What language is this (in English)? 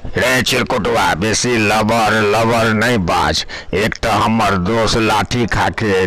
Maithili